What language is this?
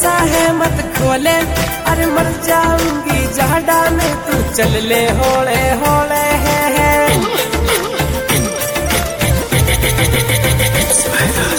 Bhojpuri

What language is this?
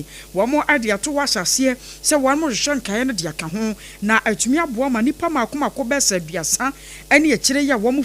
Akan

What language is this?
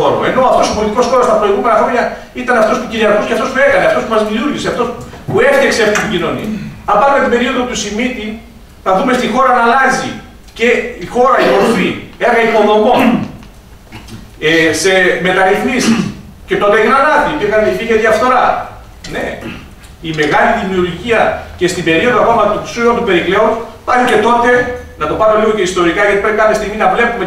Greek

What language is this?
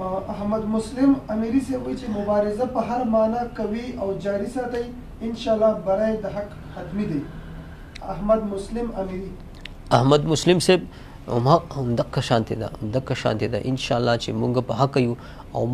Pashto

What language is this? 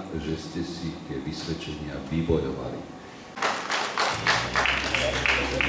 Slovak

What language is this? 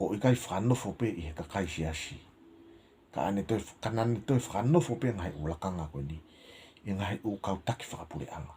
Tongan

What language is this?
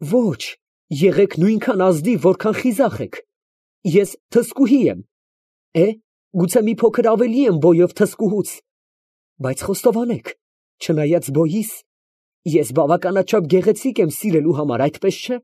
Armenian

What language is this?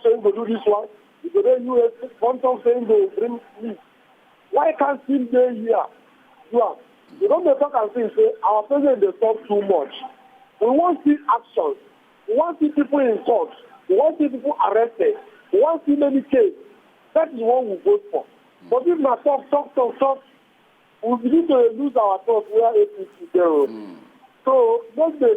Nigerian Pidgin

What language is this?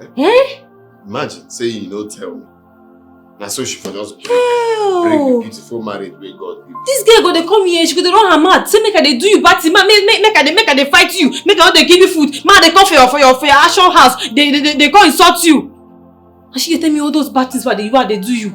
Nigerian Pidgin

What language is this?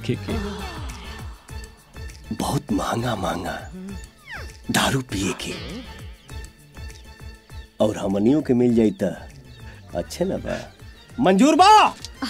Bhojpuri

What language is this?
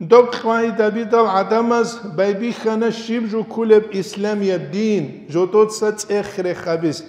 Avaric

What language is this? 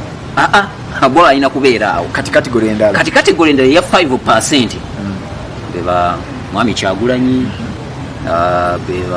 Ganda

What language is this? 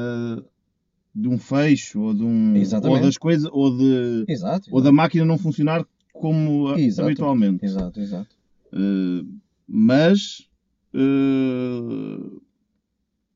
Portuguese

